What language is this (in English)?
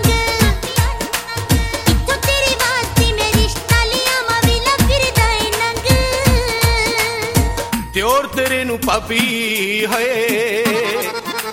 Punjabi